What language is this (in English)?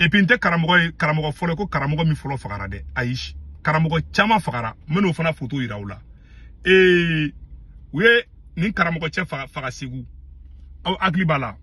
Bambara